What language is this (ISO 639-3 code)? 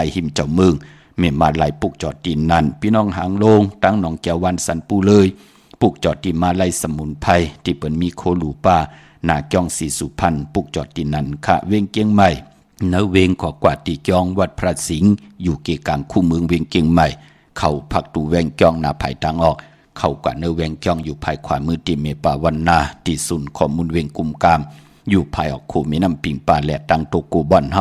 shn